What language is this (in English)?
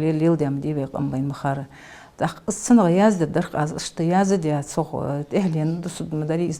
Ingush